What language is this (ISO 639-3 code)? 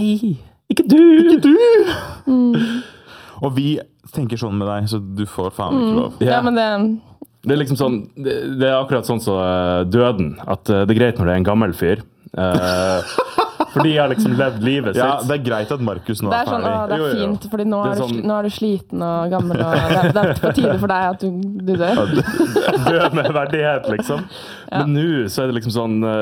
nor